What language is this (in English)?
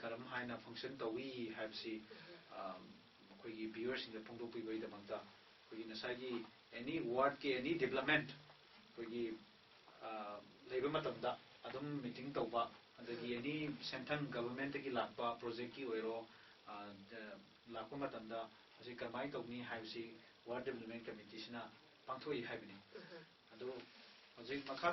Manipuri